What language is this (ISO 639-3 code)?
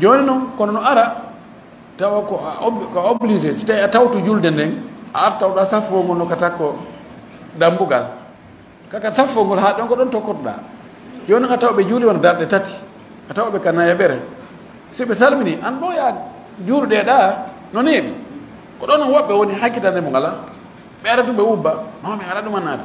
ful